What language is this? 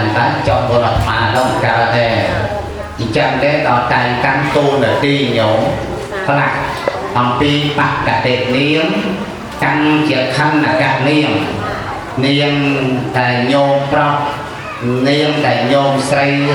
Khmer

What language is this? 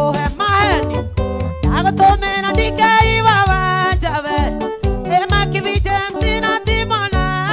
Kikuyu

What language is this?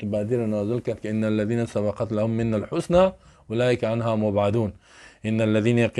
Persian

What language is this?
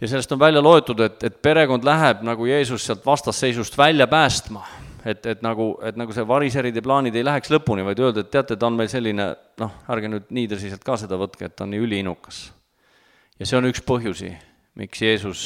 Estonian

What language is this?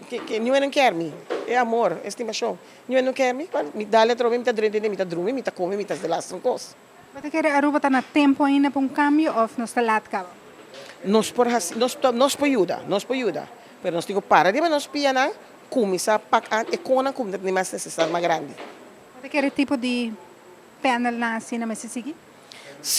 Papiamento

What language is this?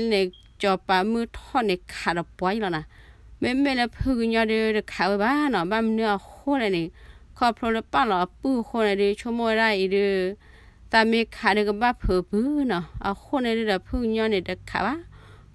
S'gaw Karen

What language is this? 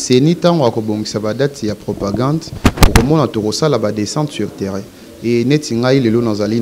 Lingala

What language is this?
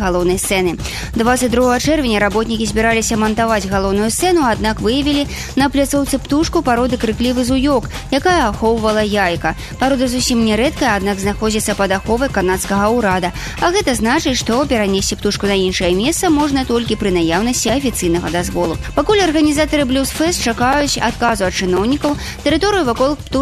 Belarusian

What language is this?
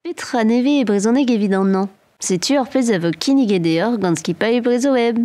Breton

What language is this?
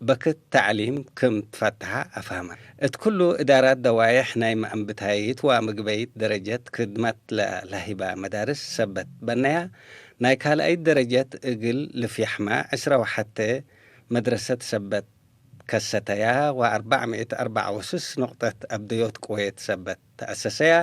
Tigre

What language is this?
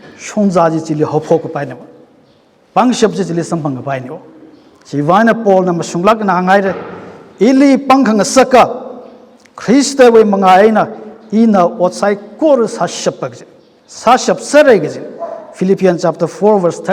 Tangkhul Naga (India)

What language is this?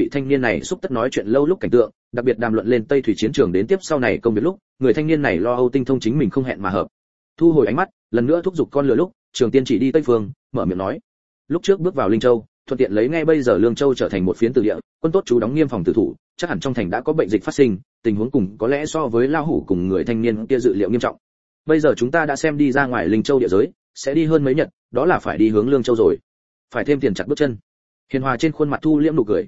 Vietnamese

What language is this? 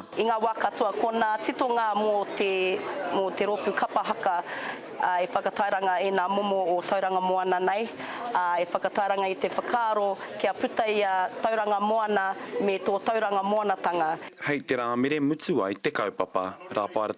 Māori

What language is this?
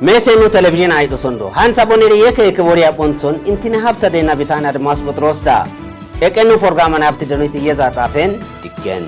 Kafa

